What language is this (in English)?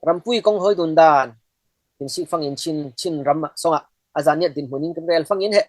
Falam Chin